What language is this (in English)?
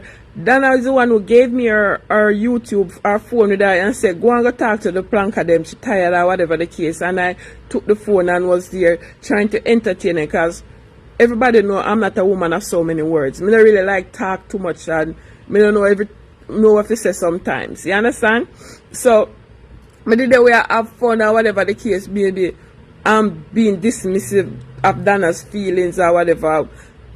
Jamaican Creole English